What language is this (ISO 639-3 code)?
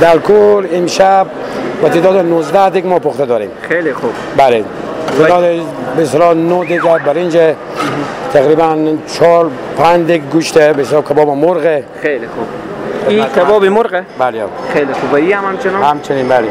fas